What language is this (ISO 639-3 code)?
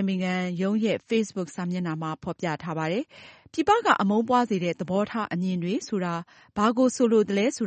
mya